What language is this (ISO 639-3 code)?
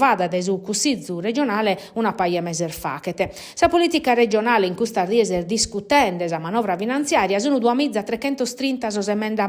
srd